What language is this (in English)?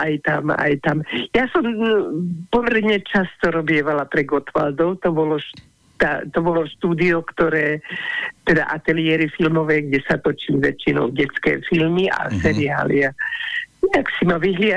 Slovak